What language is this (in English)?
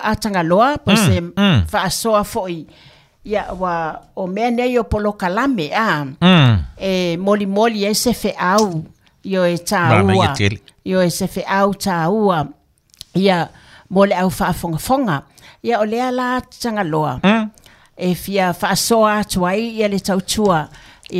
Samoan